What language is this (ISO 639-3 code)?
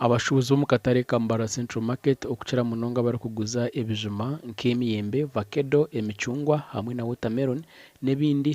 nyn